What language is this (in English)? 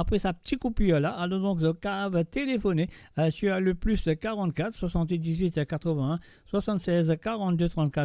Morisyen